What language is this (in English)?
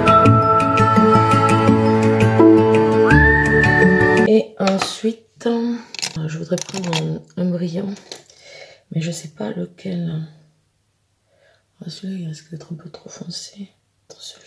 French